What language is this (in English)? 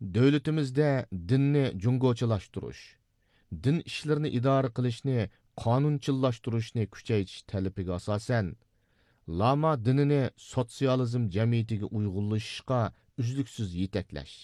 Uyghur